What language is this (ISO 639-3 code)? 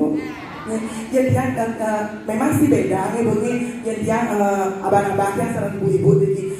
ban